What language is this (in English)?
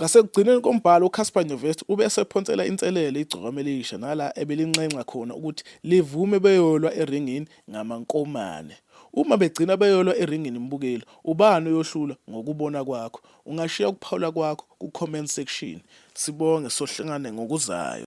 Zulu